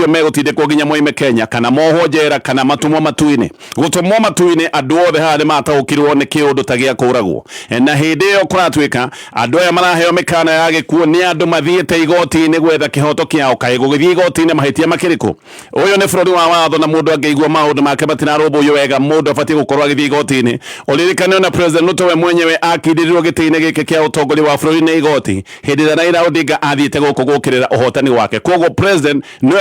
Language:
Kikuyu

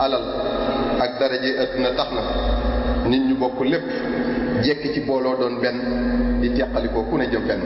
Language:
Wolof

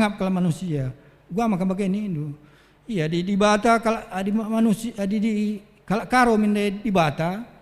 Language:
Batak Karo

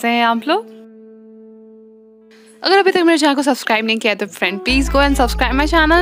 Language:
Hindi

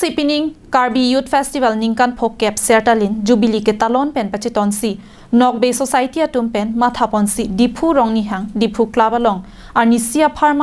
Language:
Karbi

